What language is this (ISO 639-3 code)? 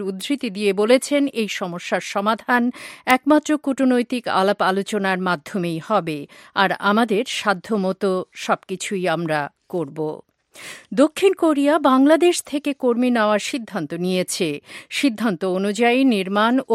ben